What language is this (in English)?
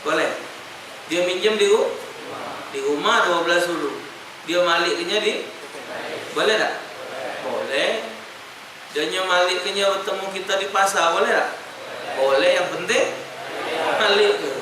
Musi